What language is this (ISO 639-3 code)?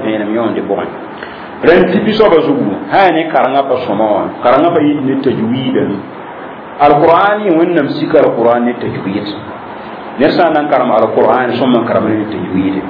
mos